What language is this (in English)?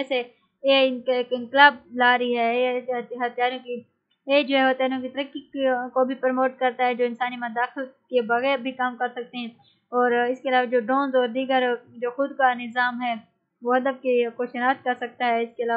Urdu